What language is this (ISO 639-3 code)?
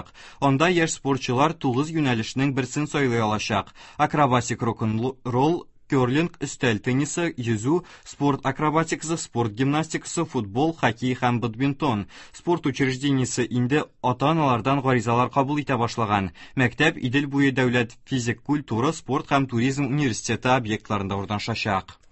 tat